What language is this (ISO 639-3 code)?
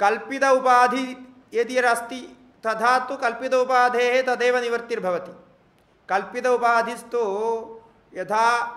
san